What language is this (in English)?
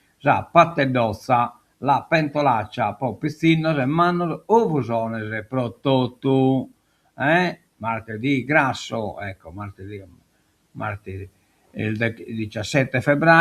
Sardinian